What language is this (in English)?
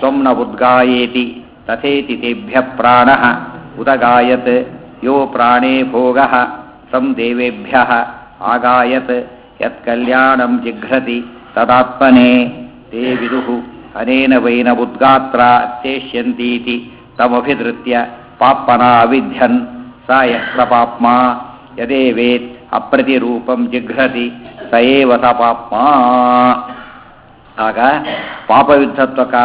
Kannada